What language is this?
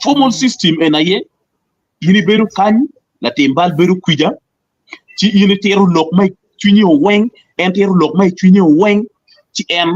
Acoli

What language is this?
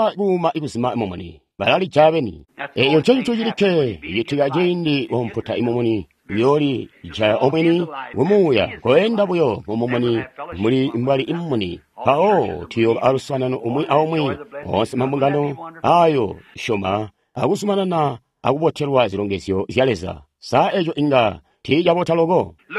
Tonga (Zambia)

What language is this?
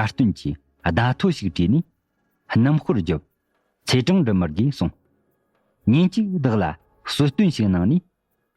Tibetan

